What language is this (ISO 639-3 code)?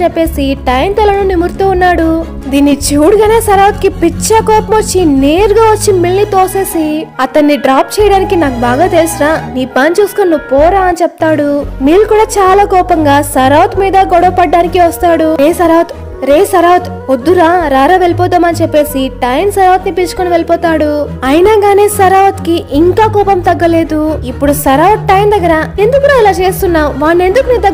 tel